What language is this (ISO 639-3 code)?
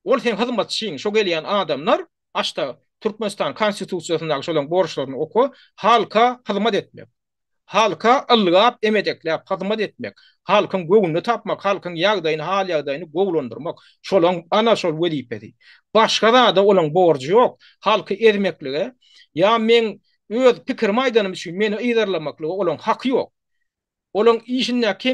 tuk